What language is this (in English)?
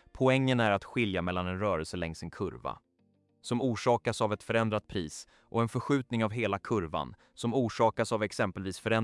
Swedish